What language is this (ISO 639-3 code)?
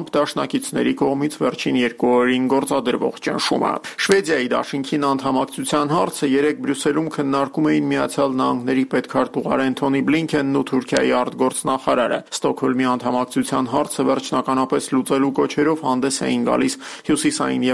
hye